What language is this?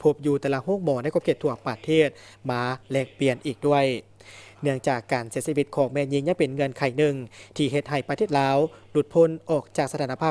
Lao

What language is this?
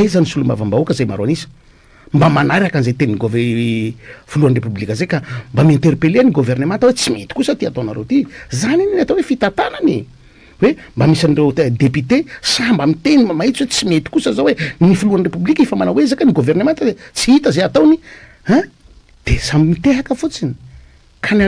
Malagasy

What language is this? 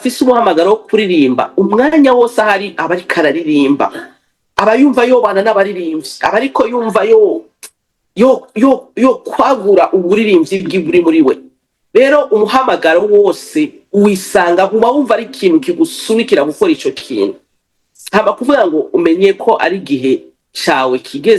Rundi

